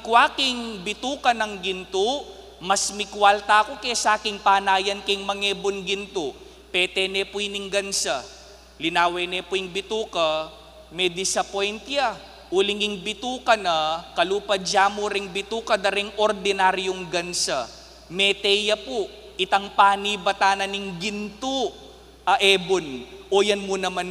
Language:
Pampanga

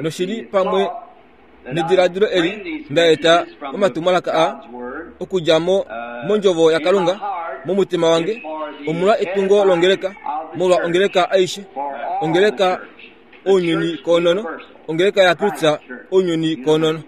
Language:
Kuanyama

